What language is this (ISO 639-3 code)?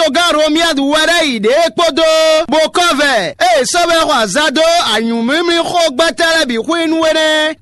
fon